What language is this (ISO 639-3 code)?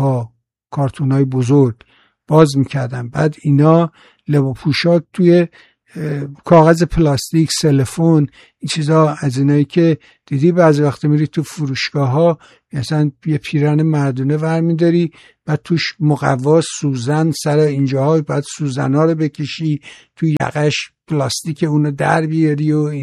fas